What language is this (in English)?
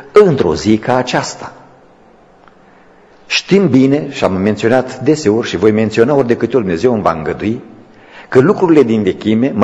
Romanian